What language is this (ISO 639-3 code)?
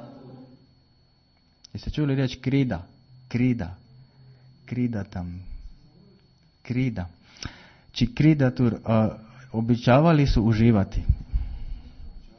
hrv